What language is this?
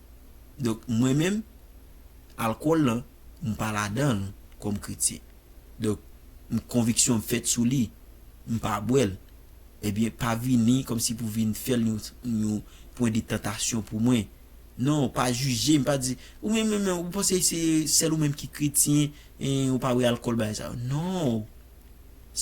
Haitian Creole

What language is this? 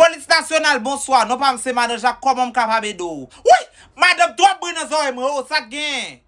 Haitian Creole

